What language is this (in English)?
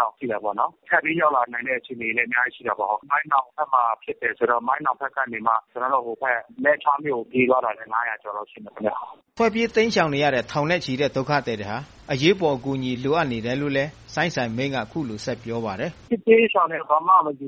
Burmese